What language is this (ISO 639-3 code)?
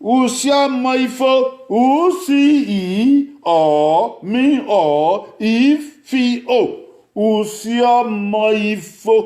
bin